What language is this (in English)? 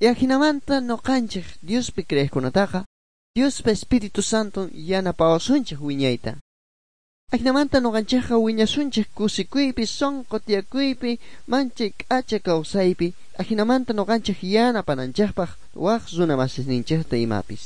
South Bolivian Quechua